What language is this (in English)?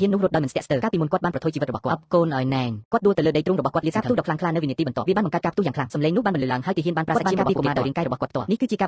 Khmer